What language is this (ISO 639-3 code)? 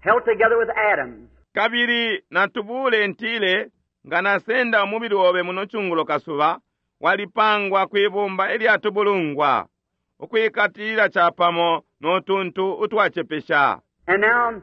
bem